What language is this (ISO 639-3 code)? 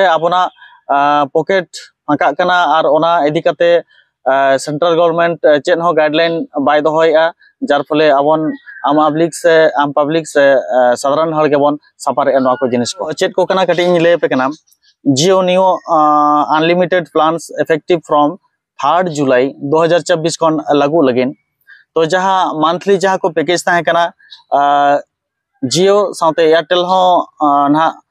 sat